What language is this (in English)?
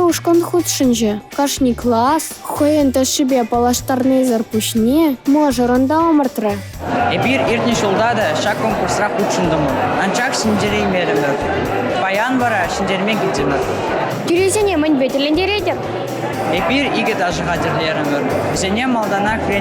Chuvash